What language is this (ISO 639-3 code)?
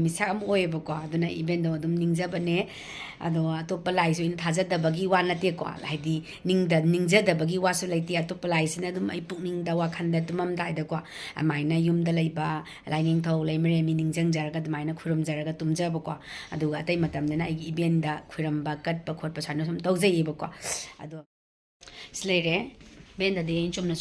mni